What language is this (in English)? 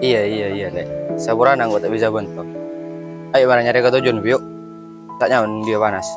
Madurese